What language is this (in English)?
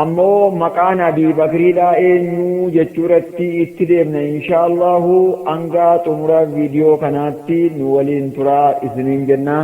Oromo